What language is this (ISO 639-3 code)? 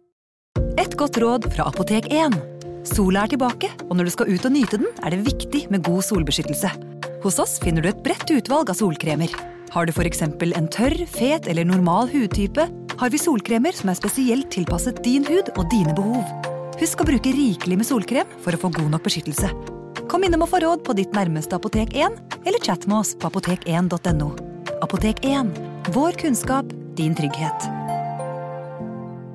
nor